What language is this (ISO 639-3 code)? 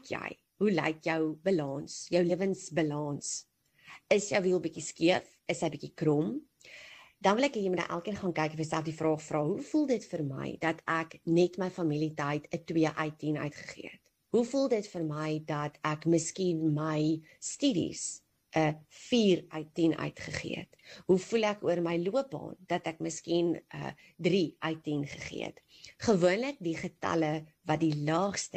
afr